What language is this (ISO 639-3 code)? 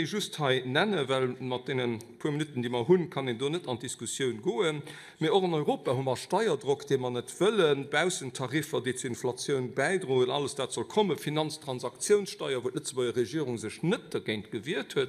ltz